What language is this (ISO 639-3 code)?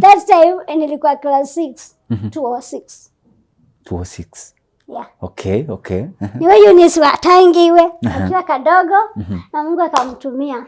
kam